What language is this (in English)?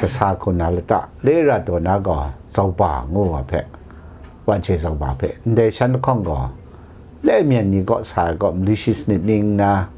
Kachin